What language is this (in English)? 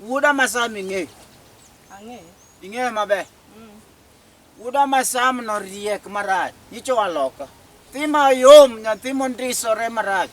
Luo (Kenya and Tanzania)